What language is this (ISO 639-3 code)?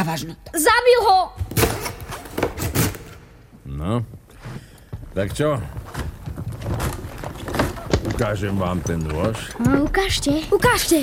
slk